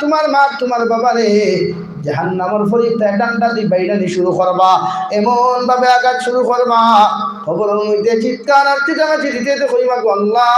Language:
Sylheti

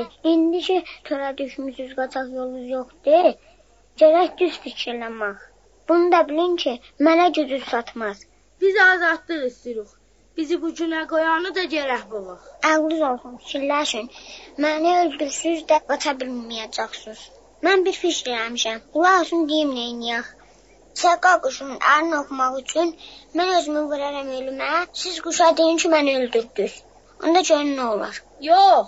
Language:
South Azerbaijani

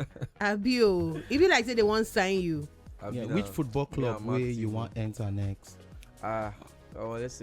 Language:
Nigerian Pidgin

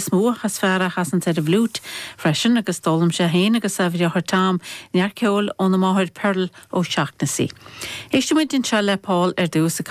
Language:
Irish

